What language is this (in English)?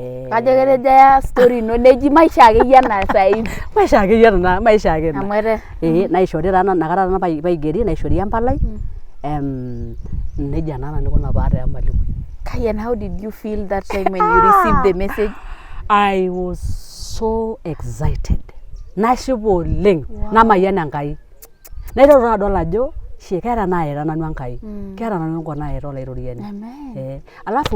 Masai